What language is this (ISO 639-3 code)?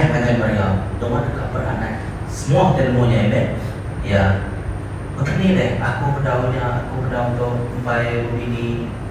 iba